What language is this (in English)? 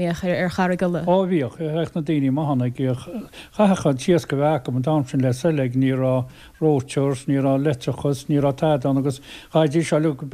Irish